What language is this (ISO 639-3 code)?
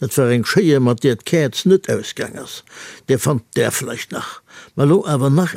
ltz